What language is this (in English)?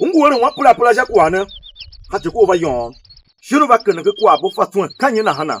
Tiv